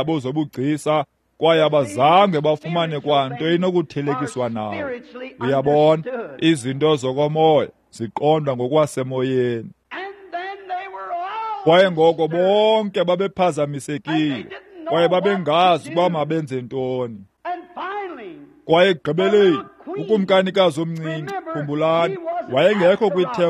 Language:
Xhosa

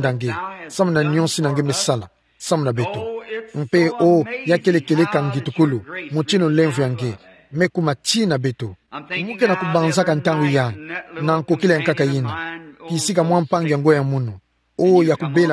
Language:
Kituba (Democratic Republic of Congo)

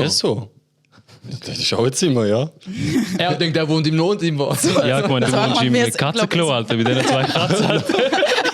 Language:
Swiss German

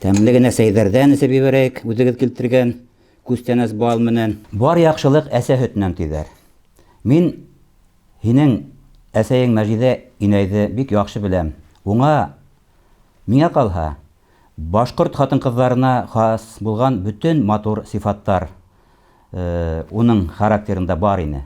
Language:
Bashkir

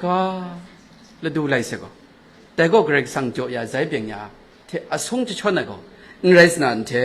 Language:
Kachin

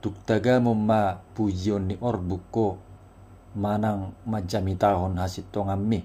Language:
Batak Toba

